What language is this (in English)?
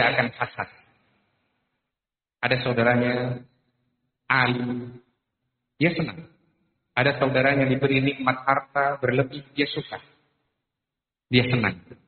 Indonesian